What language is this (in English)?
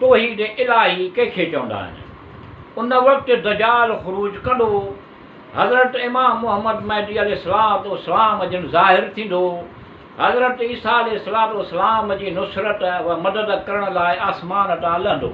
Sindhi